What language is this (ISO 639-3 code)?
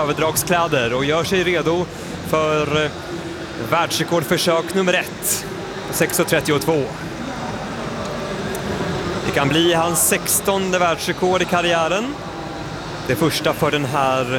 swe